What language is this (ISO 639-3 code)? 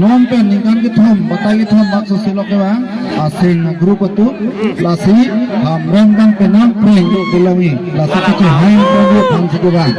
mjw